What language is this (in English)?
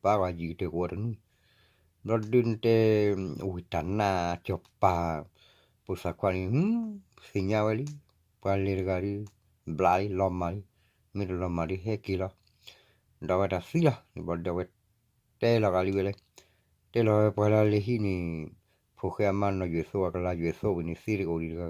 S'gaw Karen